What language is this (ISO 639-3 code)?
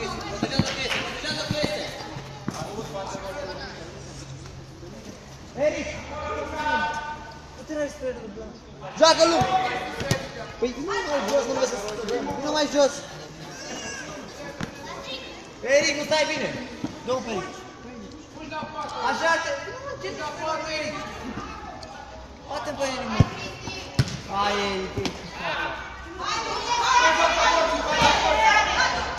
ron